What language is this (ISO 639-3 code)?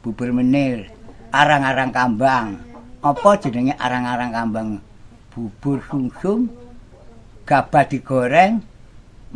jav